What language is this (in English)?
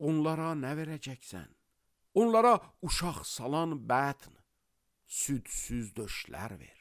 Azerbaijani